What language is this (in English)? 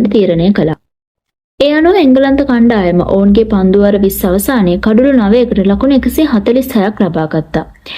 Sinhala